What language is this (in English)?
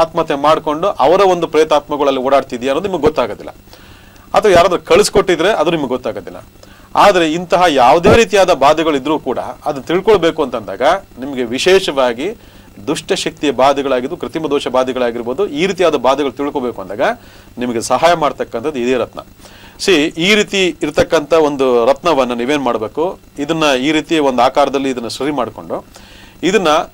Kannada